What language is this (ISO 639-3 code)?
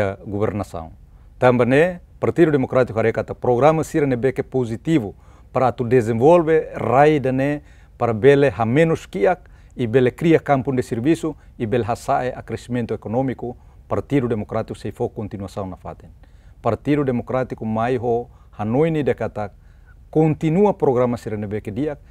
tet